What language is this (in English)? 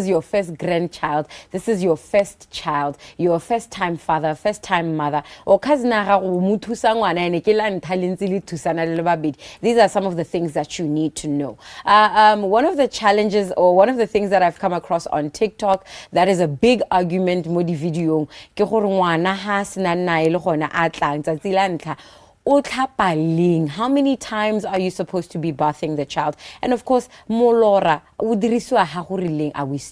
Tswana